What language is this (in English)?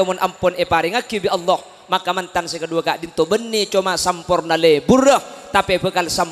Madurese